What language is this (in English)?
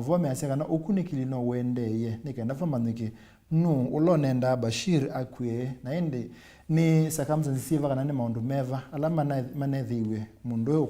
Kamba